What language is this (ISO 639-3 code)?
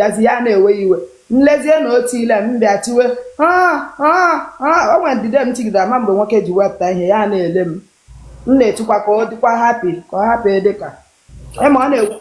ibo